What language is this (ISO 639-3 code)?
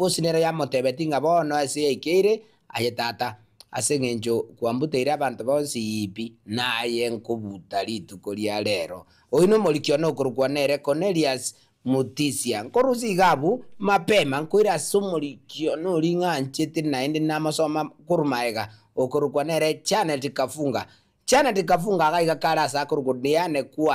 guz